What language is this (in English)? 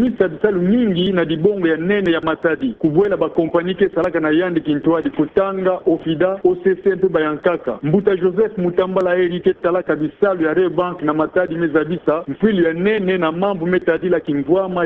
Kituba (Democratic Republic of Congo)